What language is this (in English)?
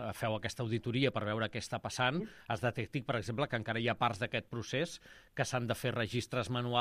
Catalan